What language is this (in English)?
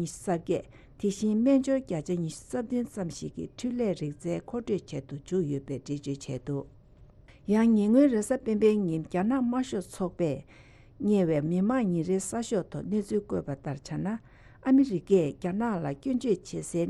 Tibetan